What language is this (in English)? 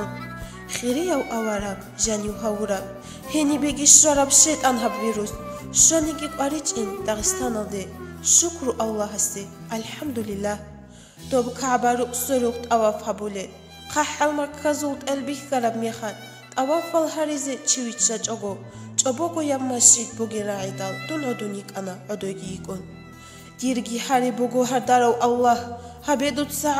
Avaric